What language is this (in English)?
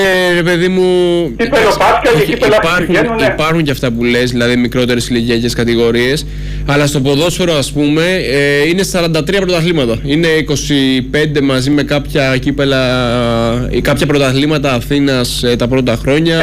Greek